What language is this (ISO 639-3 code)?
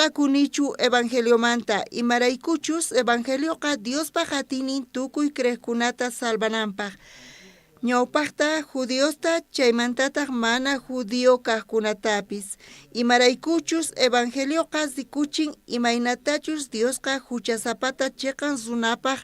quh